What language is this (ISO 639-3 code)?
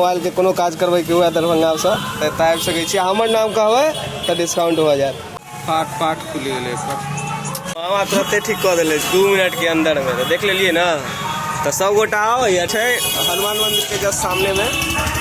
mai